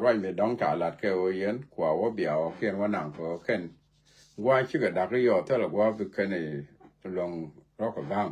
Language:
Nuer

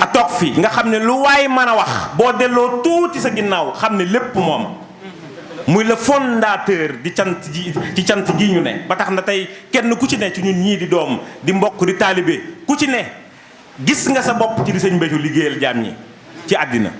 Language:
Wolof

